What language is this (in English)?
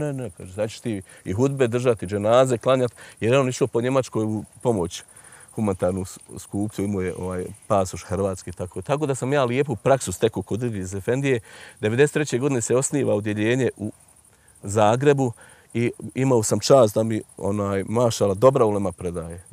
Bosnian